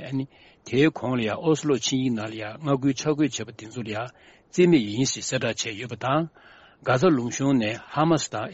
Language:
Tibetan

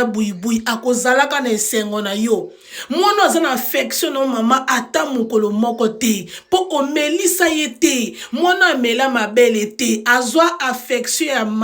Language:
Lingala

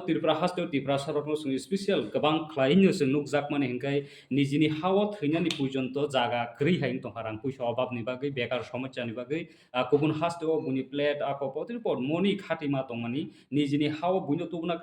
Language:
Kok Borok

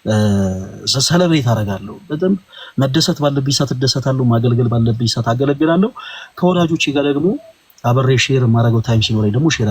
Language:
Amharic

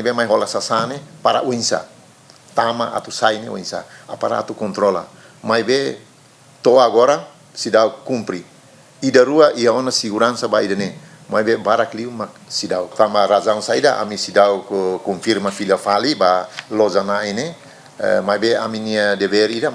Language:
Tetum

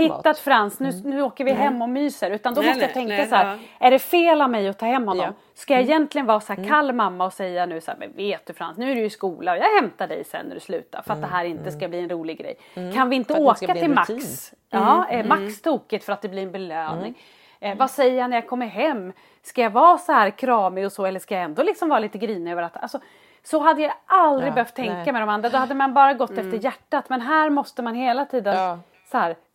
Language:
Swedish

